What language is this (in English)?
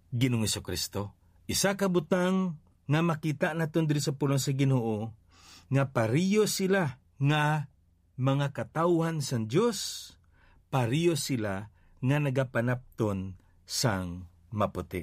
Hiligaynon